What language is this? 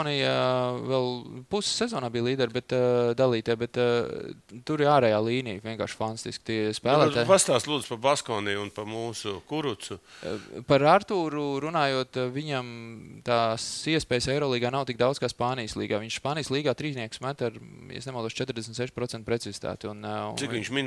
Latvian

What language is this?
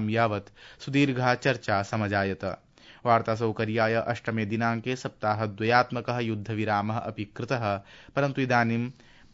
Sanskrit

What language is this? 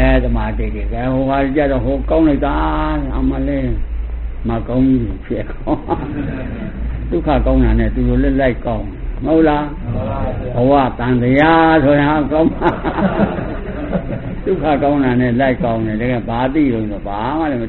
Burmese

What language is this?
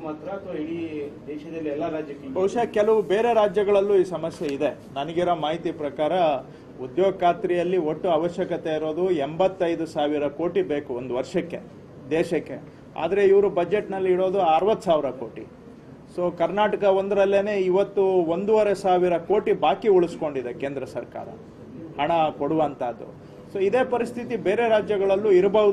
Kannada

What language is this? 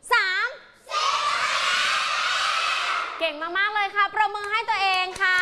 Thai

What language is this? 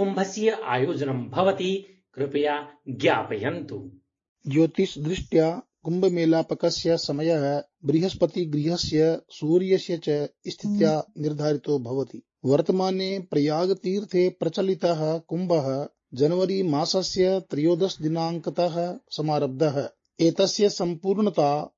Sanskrit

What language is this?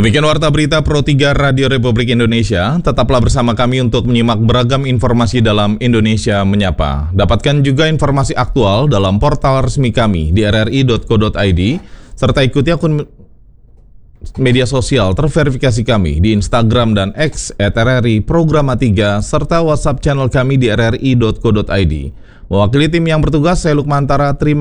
Indonesian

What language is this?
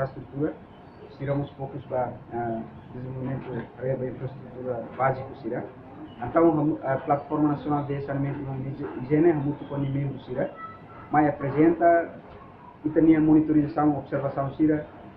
Tetum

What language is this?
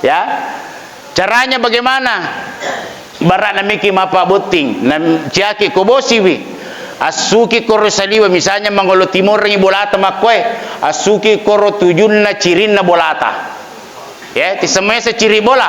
Buginese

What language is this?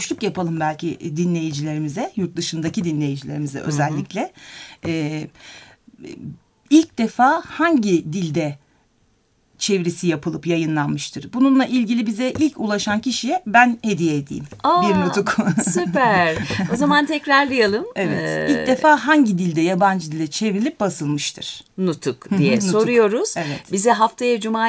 Turkish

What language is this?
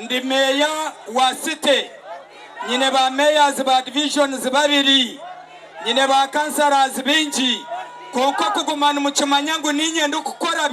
Nyankole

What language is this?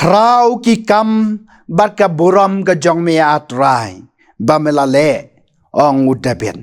Khasi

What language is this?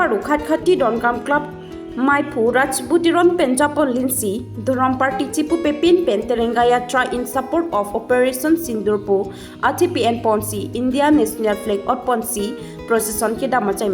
Karbi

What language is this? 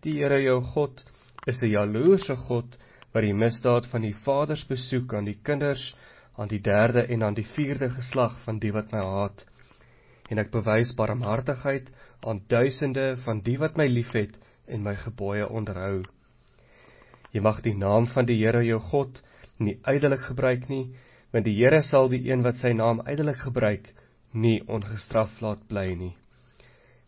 Afrikaans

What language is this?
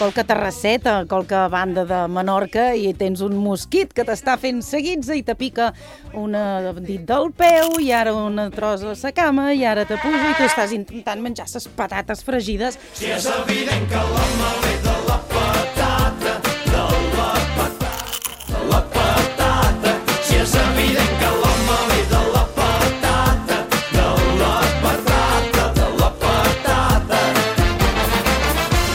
Catalan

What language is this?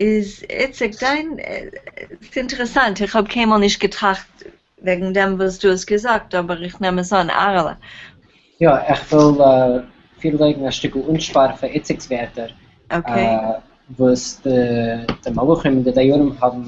Yiddish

